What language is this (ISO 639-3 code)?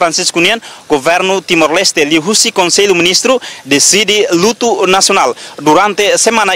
tet